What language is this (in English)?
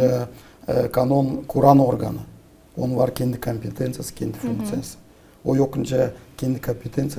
Gagauz